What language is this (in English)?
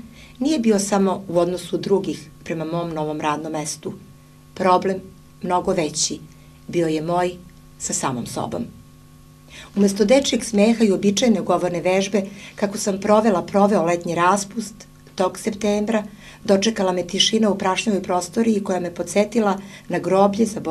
Serbian